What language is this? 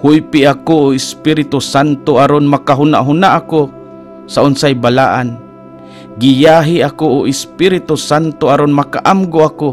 Cebuano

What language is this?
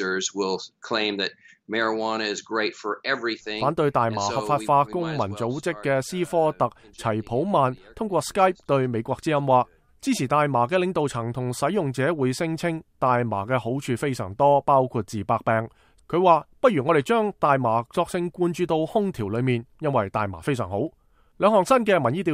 Cantonese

